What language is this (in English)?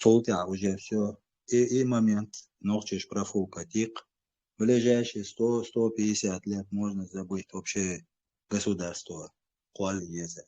Chechen